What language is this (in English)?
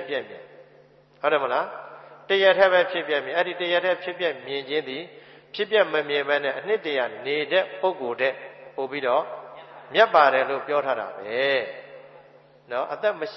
Burmese